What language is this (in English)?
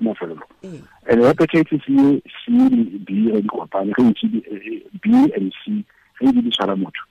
Tswana